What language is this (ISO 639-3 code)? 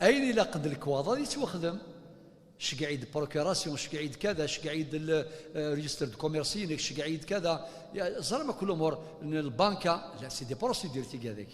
kab